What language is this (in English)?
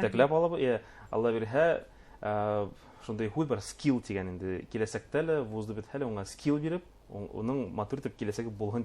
Bashkir